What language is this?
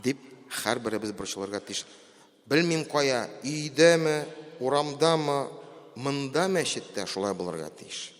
Tatar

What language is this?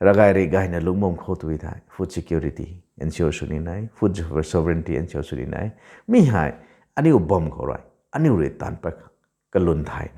Rongmei Naga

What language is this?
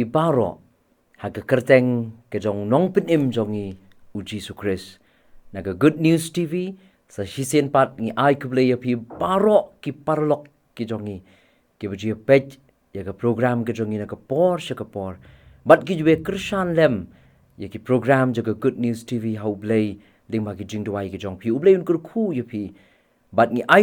Khasi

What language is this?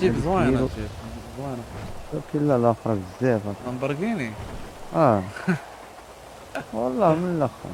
Moroccan Arabic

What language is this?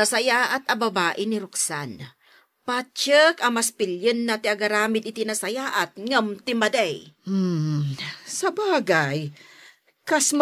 Iloko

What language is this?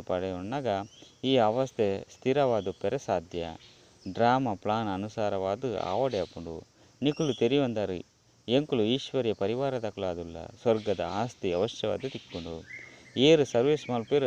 Tulu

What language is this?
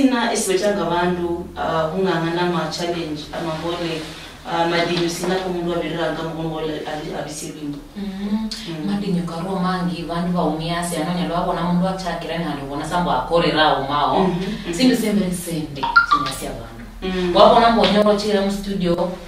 Luyia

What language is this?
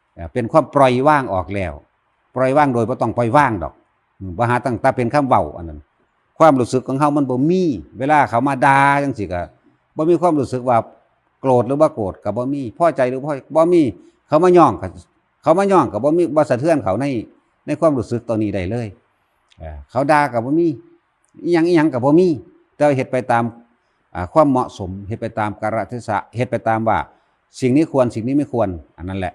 Northeastern Thai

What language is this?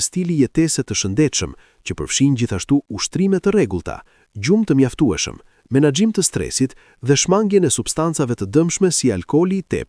Albanian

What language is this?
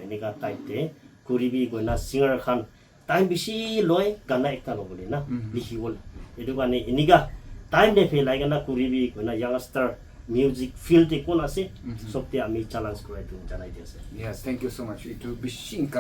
Naga Pidgin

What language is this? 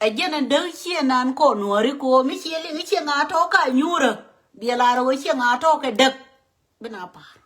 Nuer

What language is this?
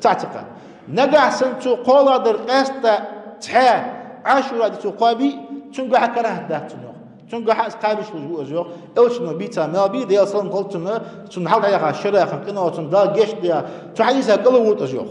Ingush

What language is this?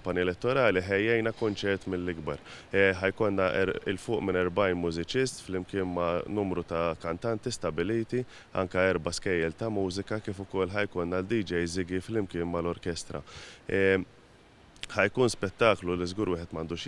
Maltese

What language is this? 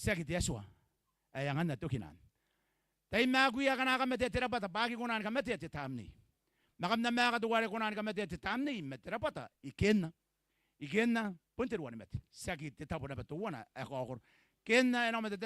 Gilbertese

